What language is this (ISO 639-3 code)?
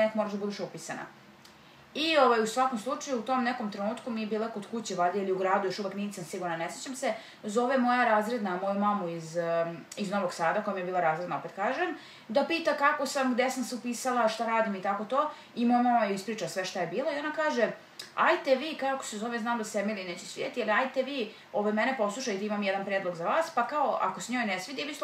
srp